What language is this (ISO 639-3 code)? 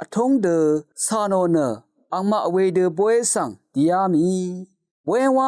raw